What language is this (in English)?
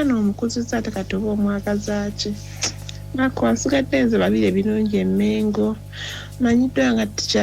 Ganda